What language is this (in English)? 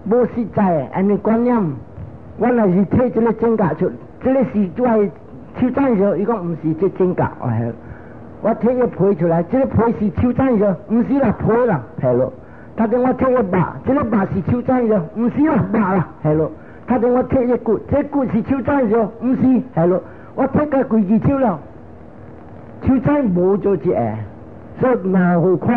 Min Nan Chinese